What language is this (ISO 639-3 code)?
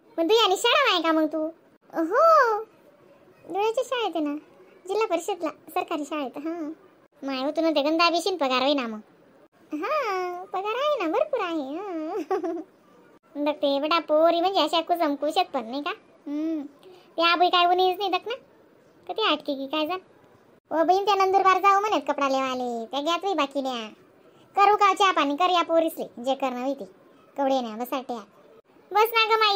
khn